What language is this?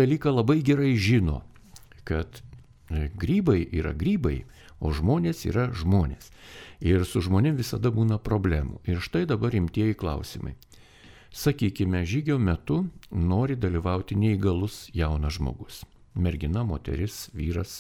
Lithuanian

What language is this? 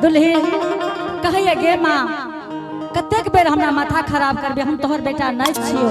Angika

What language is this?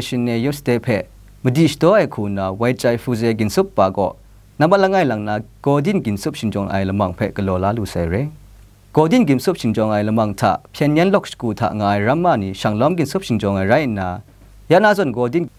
Kachin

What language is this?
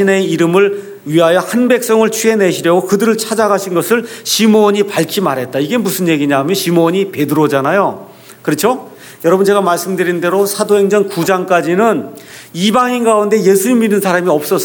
Korean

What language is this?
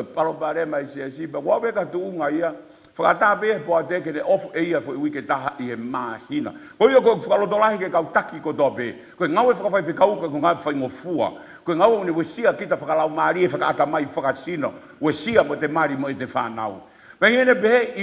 Tongan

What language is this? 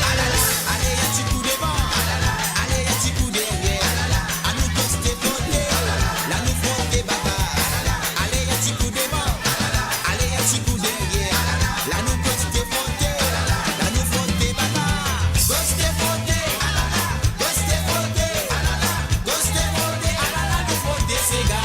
Morisyen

